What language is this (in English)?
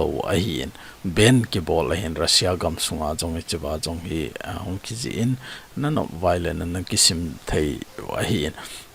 Thado Chin